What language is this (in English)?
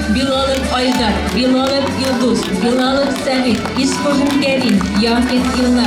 Bashkir